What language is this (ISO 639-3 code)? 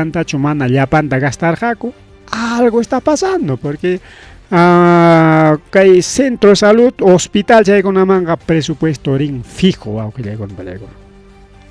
quy